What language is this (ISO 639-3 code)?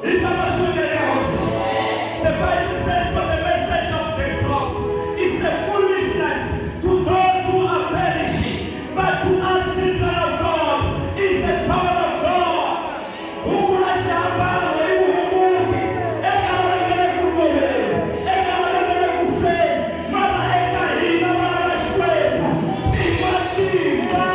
tso